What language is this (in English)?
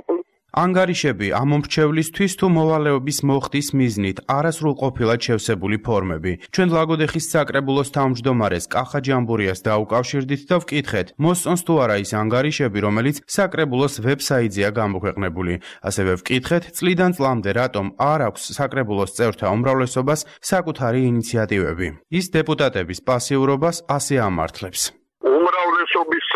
Georgian